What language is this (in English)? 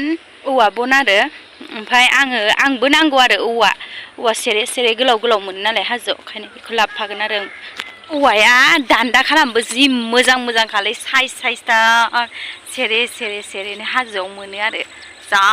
Bodo